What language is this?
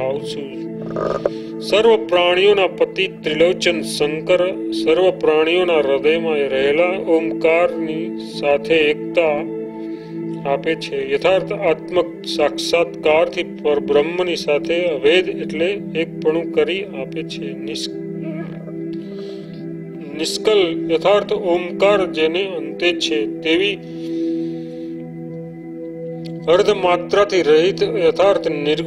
Gujarati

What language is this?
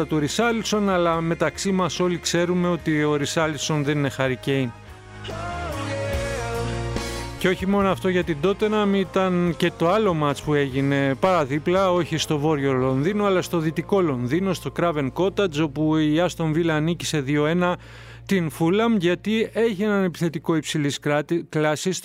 Greek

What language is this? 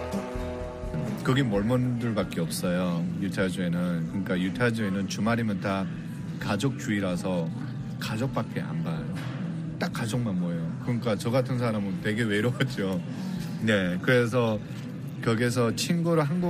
Korean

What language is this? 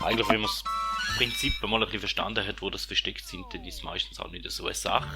Swiss German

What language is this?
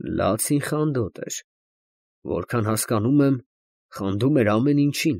Armenian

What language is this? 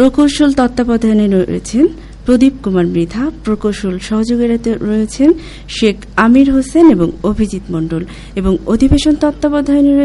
Bangla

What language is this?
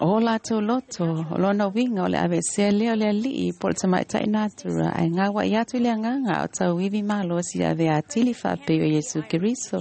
Samoan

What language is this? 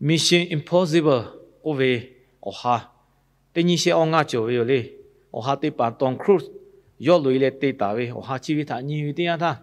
Lahu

